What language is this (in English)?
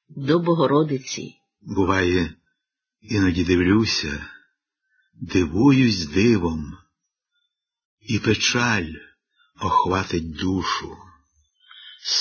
Ukrainian